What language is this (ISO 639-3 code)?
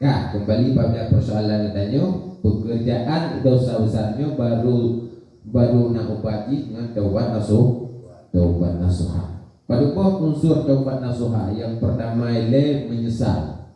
ace